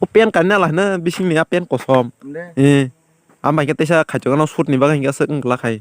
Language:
Kok Borok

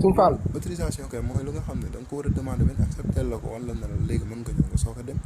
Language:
Wolof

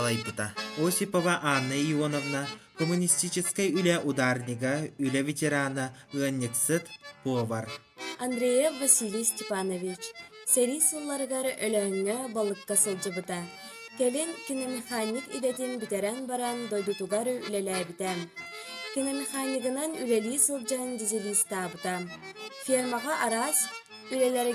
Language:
Yakut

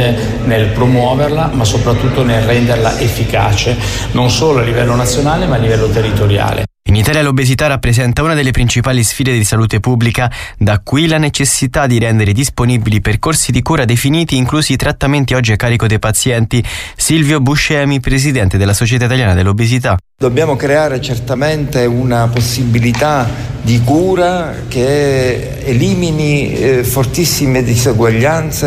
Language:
Italian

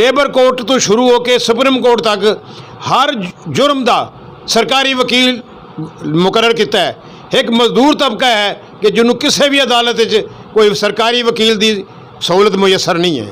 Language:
Saraiki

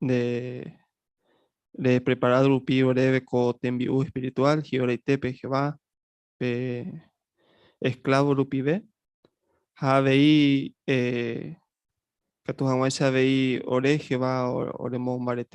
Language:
Guarani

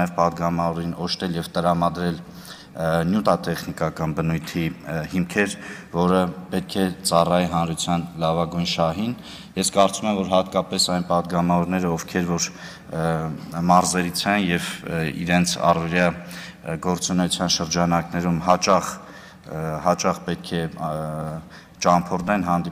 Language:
Armenian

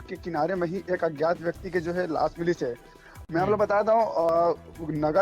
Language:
Chhattisgarhi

